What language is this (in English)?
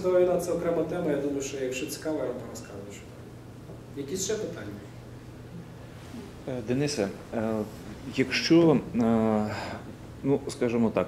Ukrainian